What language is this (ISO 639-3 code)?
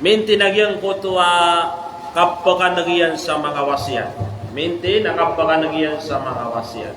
mrw